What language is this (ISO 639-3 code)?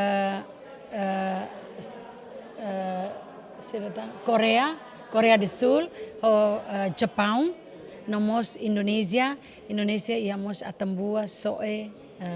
tet